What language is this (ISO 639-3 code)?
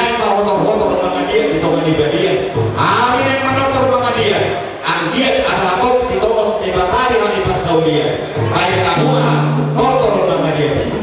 bbc